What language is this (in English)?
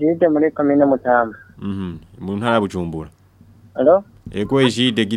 Rundi